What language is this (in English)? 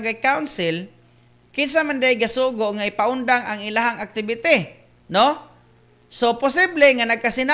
Cebuano